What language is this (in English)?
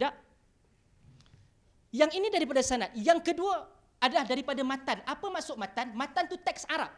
Malay